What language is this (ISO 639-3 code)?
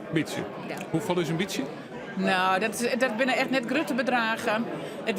fry